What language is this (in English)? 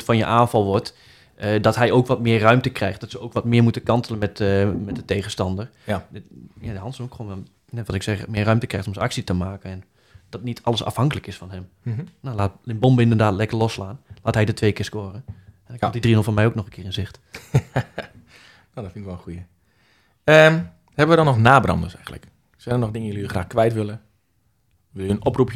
Dutch